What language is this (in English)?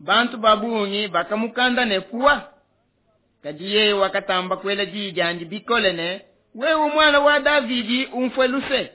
Luba-Lulua